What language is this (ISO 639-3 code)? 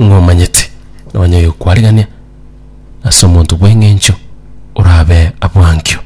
guz